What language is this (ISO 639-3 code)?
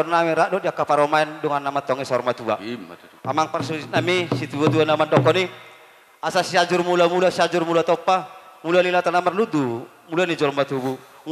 bbc